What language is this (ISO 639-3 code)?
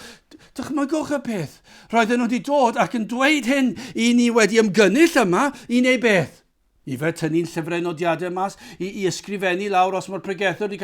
cym